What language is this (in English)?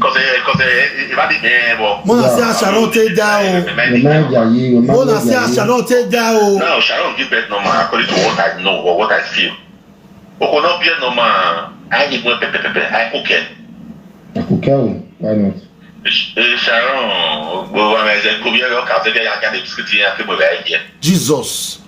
Nigerian Pidgin